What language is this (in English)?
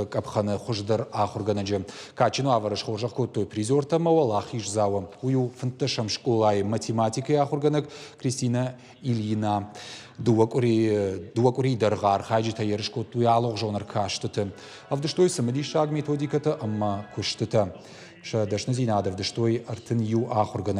Ossetic